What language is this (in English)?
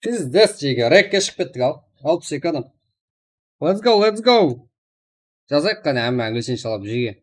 Kara-Kalpak